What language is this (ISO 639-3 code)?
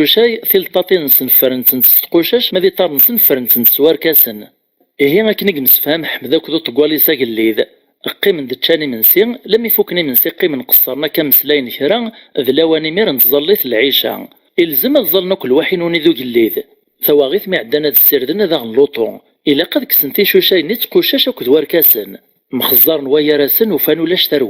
kab